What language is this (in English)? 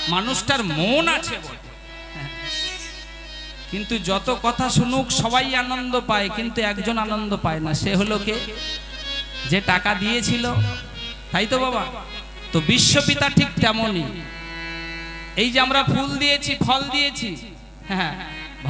Bangla